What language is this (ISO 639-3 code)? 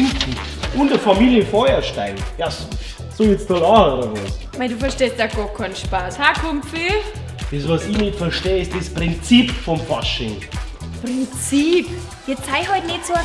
bar